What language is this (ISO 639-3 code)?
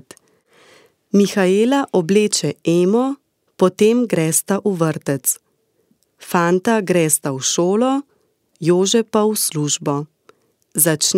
slv